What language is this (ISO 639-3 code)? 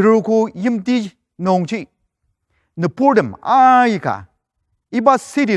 njo